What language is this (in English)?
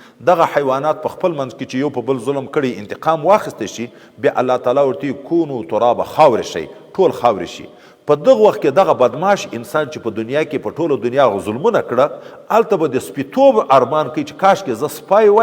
Pashto